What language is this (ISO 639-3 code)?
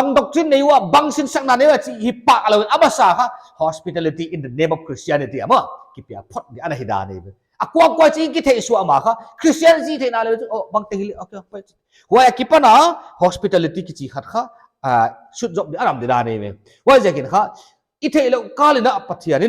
pck